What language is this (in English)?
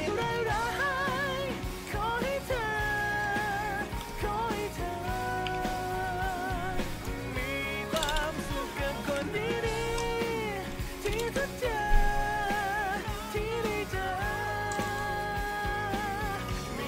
Thai